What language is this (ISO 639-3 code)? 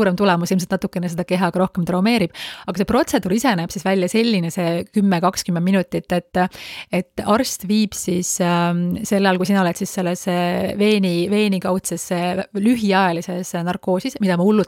est